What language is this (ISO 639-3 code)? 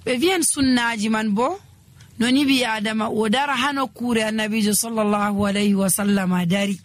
fuv